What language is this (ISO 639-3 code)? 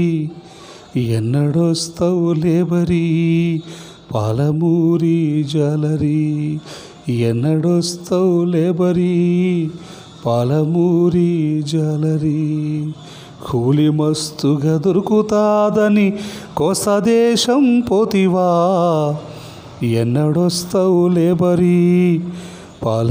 tel